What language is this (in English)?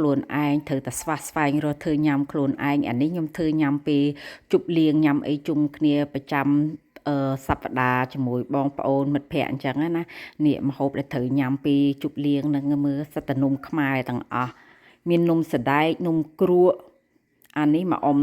Khmer